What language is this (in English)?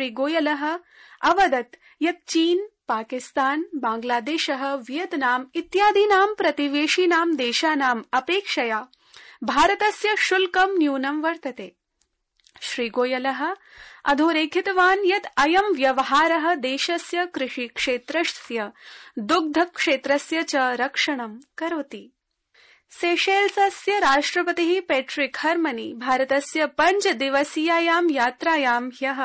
Sanskrit